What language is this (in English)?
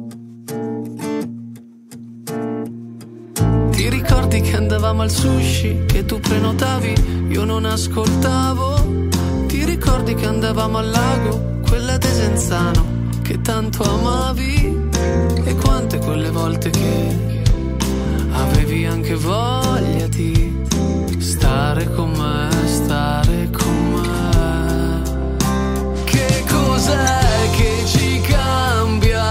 Italian